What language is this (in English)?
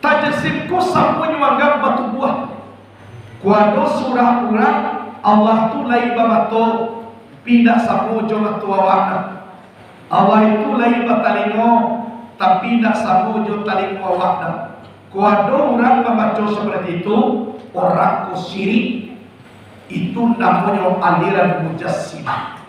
Minangkabau